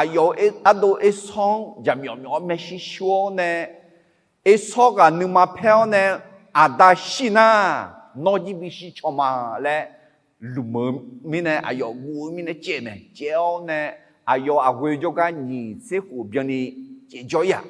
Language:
Akha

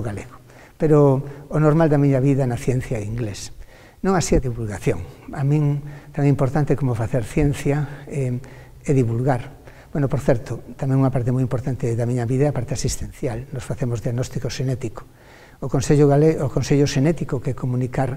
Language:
Galician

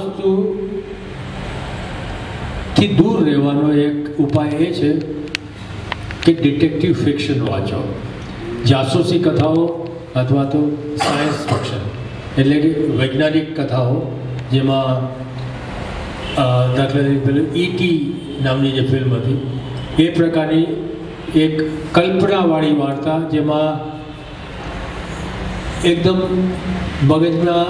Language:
Gujarati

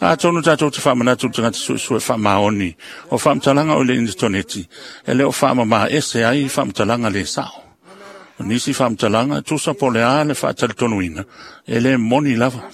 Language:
Samoan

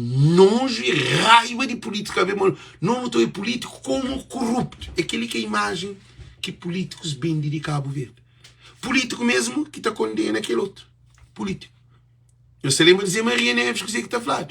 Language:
Kabuverdianu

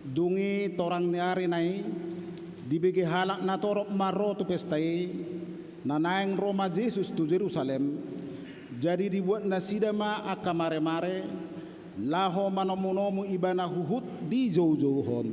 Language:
Batak Toba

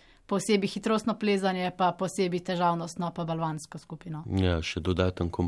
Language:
Slovenian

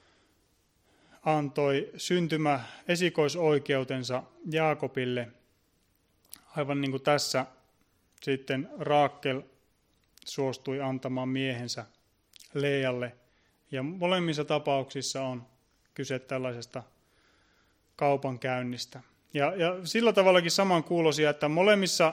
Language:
Finnish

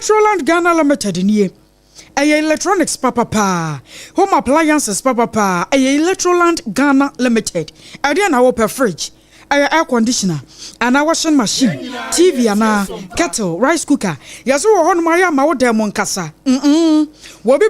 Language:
Akan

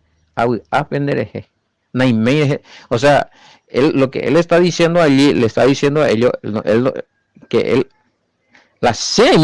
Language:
Guarani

